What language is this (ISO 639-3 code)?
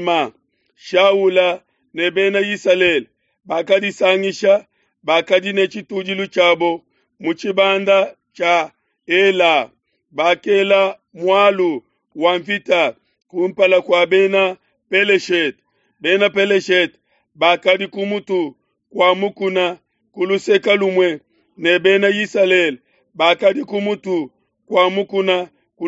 lua